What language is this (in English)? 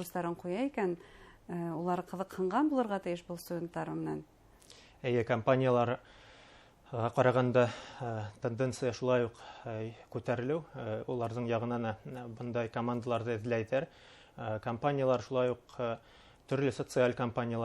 Bashkir